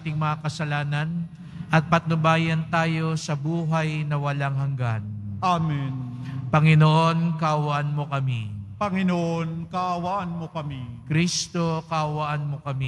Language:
Filipino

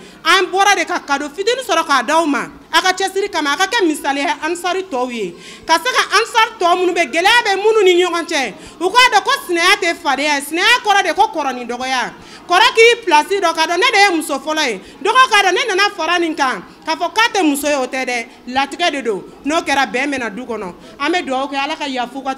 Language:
Bambara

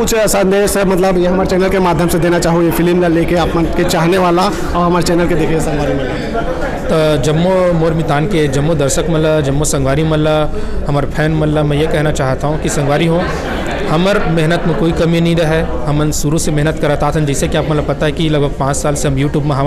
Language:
Chhattisgarhi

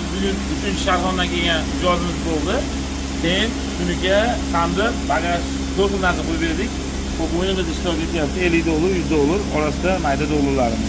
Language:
Uzbek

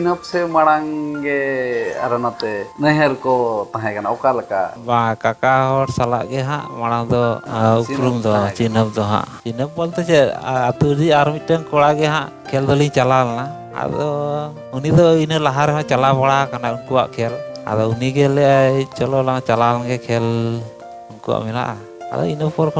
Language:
Santali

